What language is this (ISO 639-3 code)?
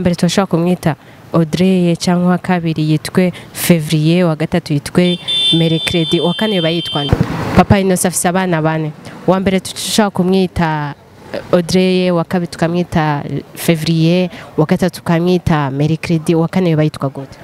run